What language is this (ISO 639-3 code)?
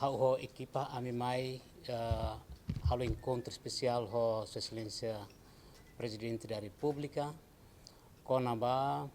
tet